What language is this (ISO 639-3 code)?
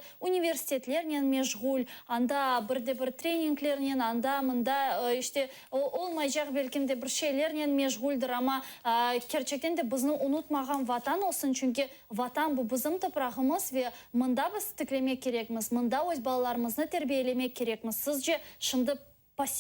crh